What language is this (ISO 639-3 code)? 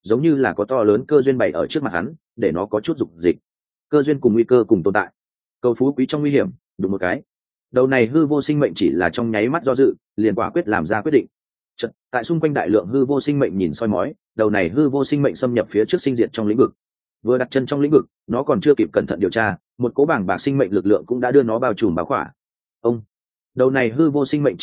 vie